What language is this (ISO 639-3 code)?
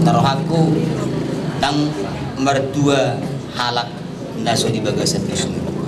bbc